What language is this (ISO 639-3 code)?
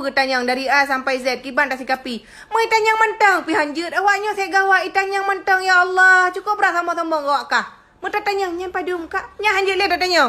ace